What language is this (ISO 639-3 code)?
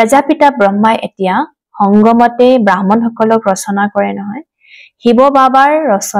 asm